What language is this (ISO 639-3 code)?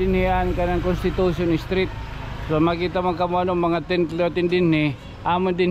war